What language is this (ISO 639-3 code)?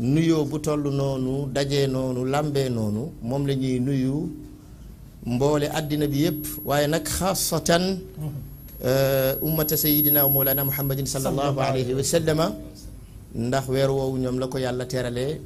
wol